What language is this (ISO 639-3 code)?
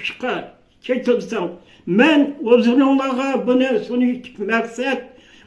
uig